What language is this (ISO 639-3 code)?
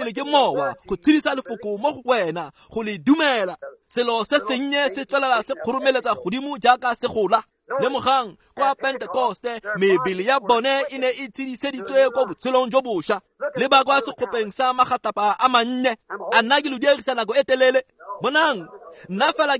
tsn